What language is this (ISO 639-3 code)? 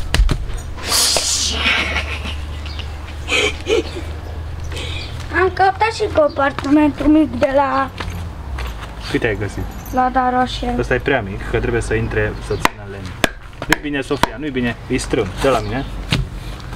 ron